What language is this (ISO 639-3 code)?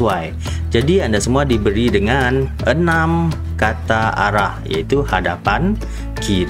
msa